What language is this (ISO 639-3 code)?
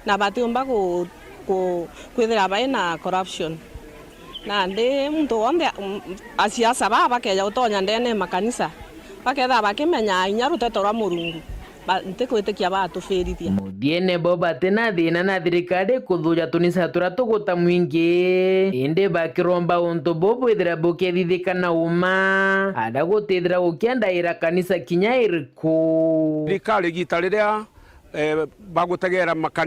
mer